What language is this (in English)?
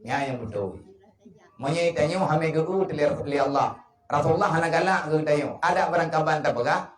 Achinese